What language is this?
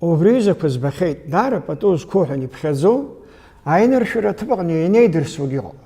Abkhazian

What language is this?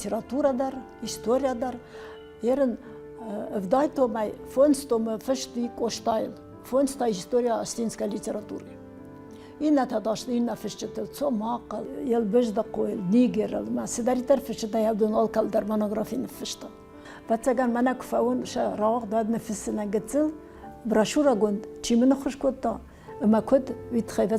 Ossetic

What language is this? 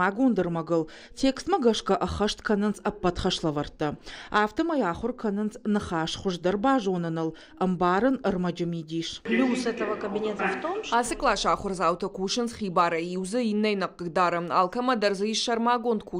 Ossetic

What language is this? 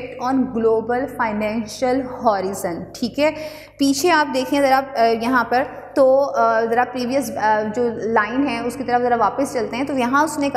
Hindi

